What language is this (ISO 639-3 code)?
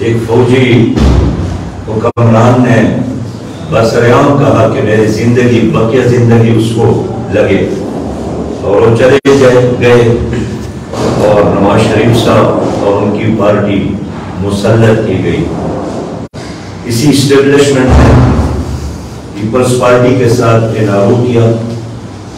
urd